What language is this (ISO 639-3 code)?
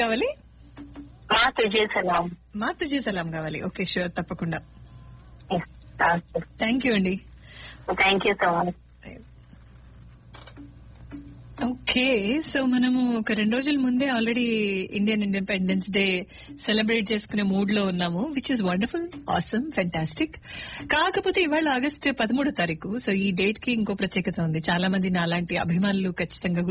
tel